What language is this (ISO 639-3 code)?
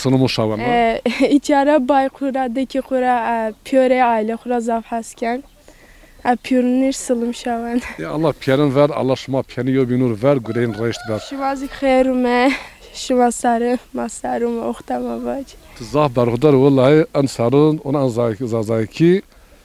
zza